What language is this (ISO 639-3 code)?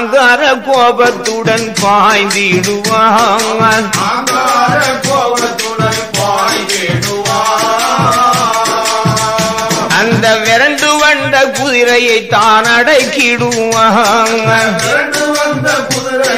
tam